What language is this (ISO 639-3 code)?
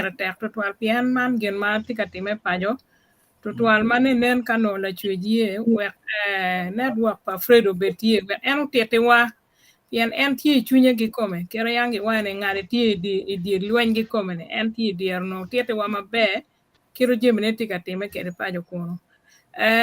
ach